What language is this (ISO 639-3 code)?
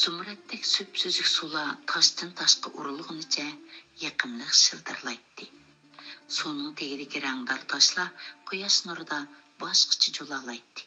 uig